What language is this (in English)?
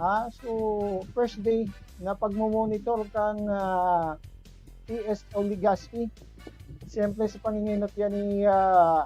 Bikol